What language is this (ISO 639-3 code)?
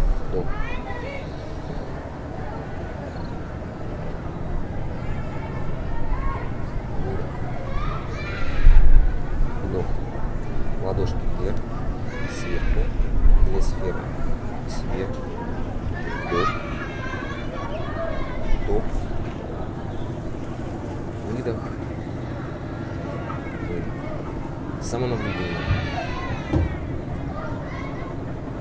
rus